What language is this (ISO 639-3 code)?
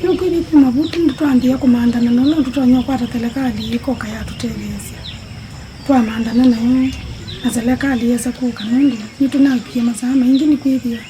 kam